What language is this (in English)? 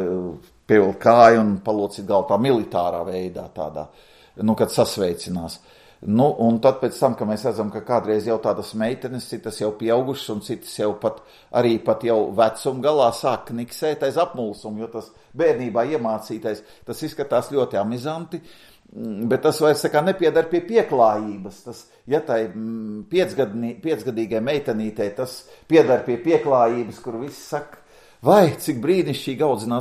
Latvian